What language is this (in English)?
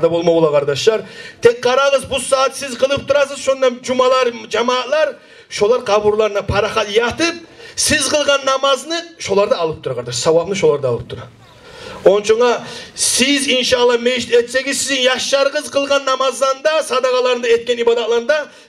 Kumyk